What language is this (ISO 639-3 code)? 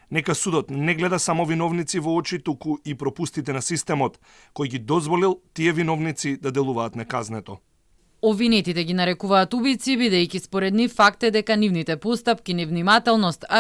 mkd